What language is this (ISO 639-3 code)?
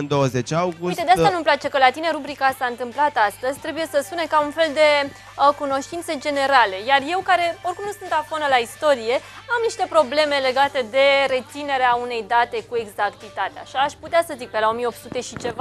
ron